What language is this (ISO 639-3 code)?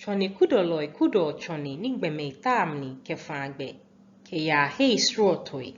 gaa